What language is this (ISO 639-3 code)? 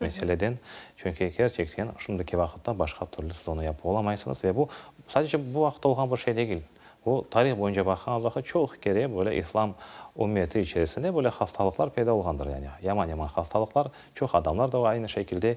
crh